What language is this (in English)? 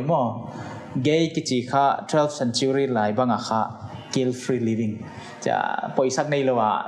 Paite Chin